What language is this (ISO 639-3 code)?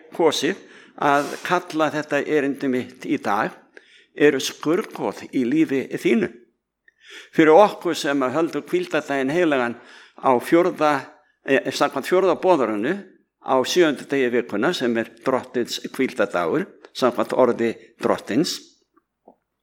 isl